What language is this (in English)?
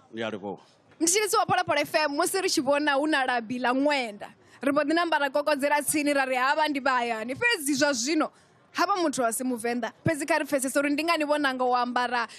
Venda